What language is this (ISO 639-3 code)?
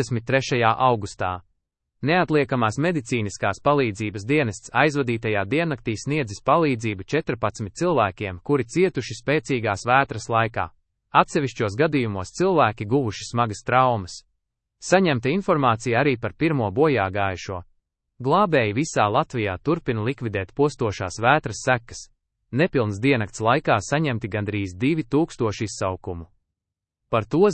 lav